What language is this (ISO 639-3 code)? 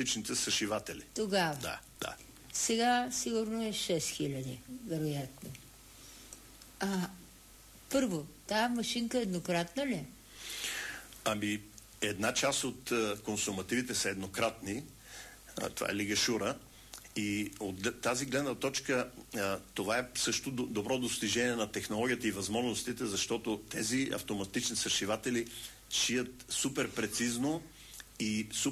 bul